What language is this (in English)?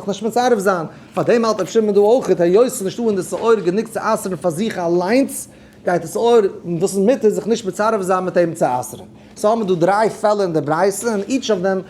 Yiddish